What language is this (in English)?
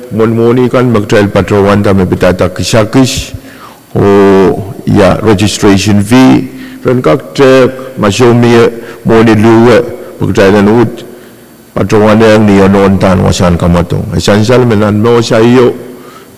Pohnpeian